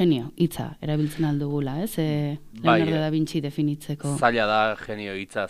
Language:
Basque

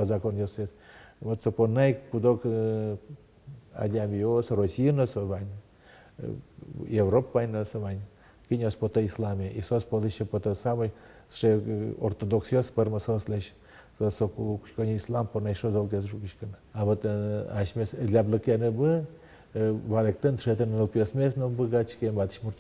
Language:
Udmurt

